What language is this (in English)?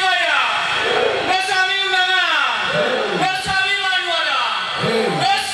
Nias